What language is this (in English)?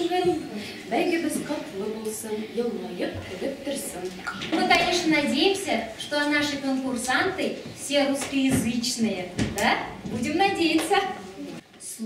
Tatar